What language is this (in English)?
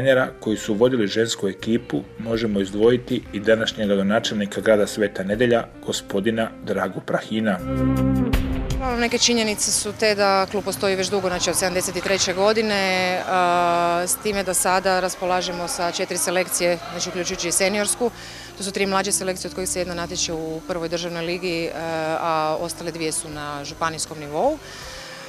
Croatian